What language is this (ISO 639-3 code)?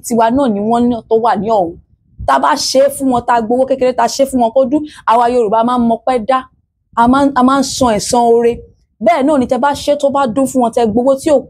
yor